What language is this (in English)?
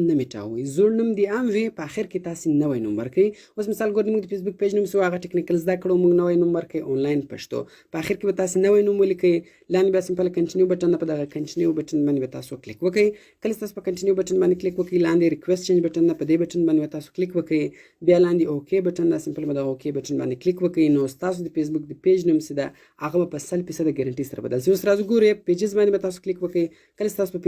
Pashto